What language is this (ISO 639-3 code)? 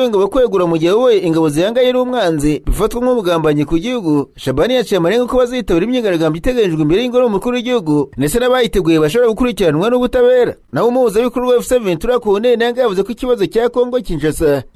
kin